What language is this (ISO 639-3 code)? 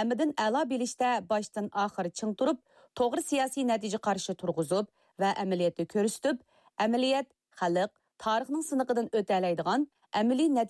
uig